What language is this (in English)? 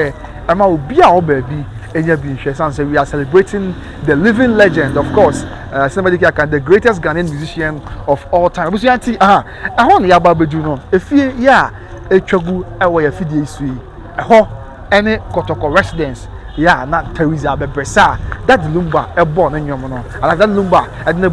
Akan